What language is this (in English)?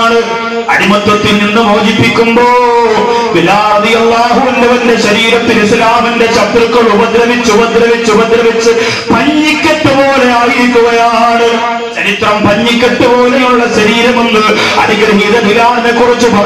Malayalam